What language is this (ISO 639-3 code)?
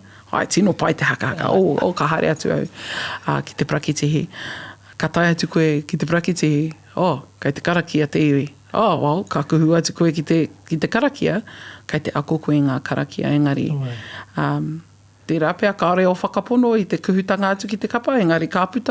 mri